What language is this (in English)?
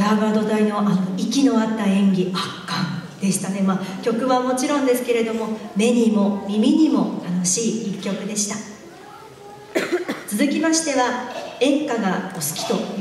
Japanese